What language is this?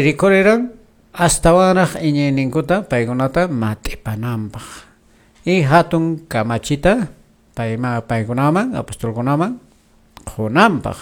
Quechua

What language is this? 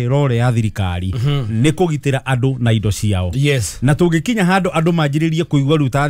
Kikuyu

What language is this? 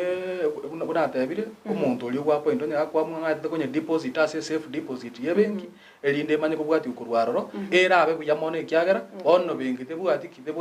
Gusii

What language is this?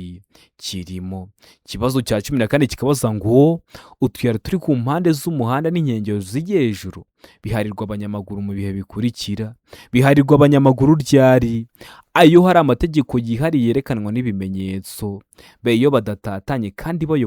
Kinyarwanda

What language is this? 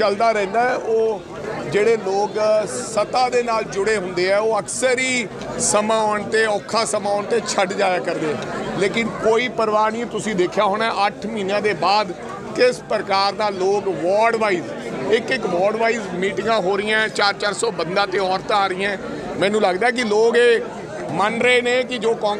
Punjabi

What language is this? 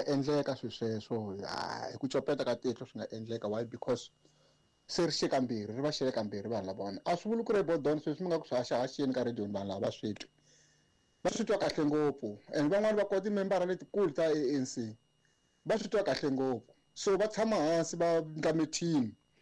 Tsonga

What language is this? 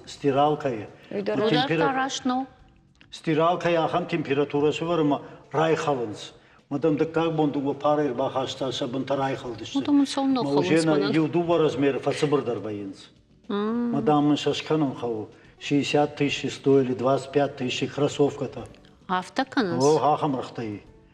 Ossetic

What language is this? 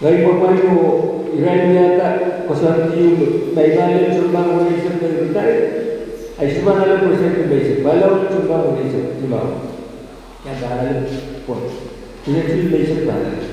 Pohnpeian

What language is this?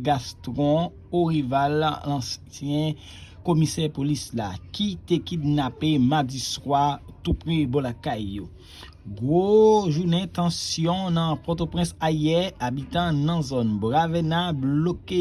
Haitian Creole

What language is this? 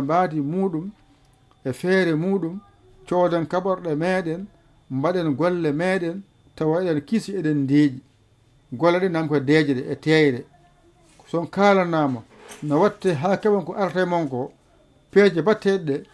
Fula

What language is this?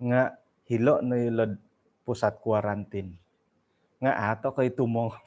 Central Dusun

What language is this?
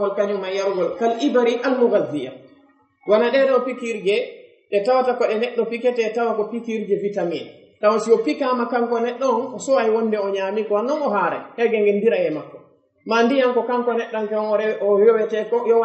Fula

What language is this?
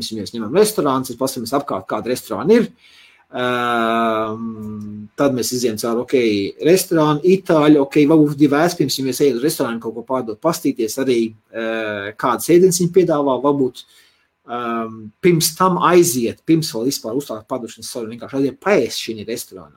Latvian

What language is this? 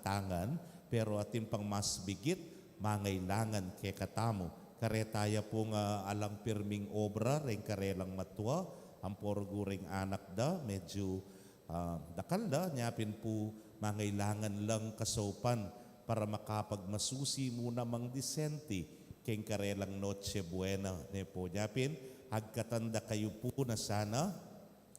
Pampanga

